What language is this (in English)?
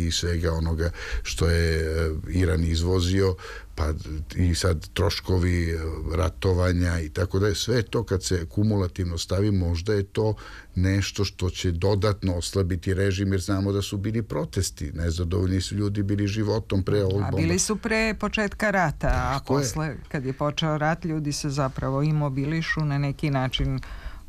Serbian